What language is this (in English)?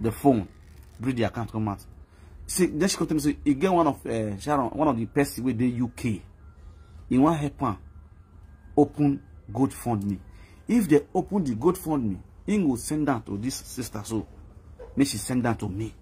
Nigerian Pidgin